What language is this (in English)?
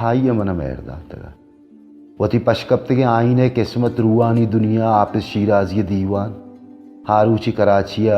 Baluchi